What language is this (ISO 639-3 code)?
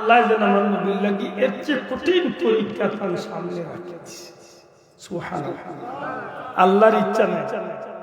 syl